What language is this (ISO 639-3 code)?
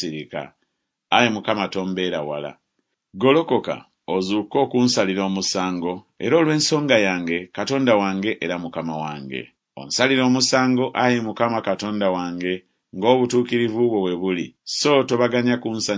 lug